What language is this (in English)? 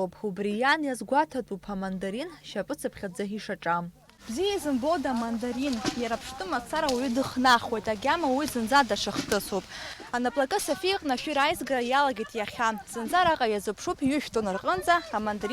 Abkhazian